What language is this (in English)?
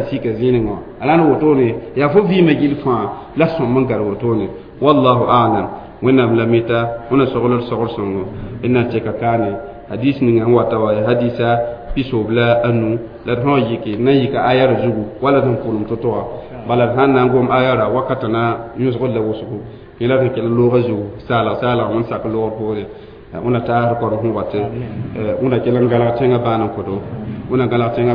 Mossi